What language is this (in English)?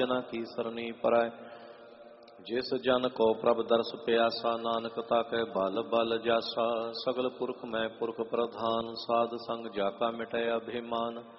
Punjabi